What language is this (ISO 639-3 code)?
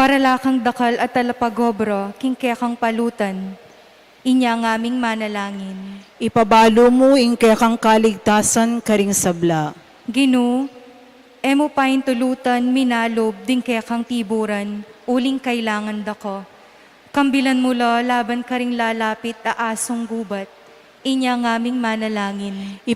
pam